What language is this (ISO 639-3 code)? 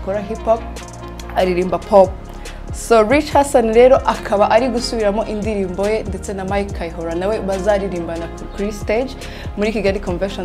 kin